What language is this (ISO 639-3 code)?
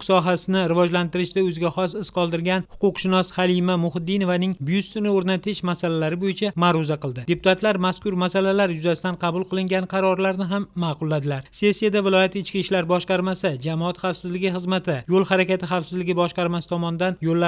uzb